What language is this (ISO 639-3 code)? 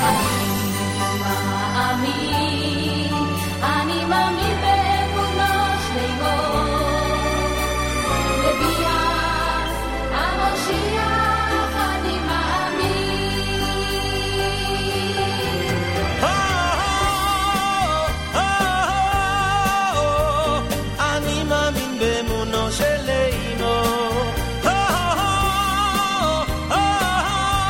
heb